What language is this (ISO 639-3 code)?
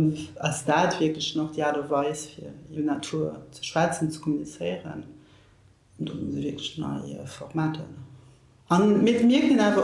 ltz